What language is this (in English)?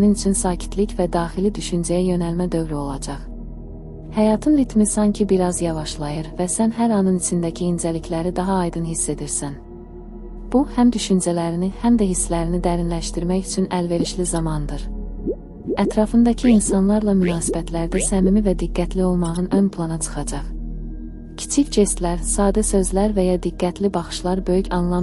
Azerbaijani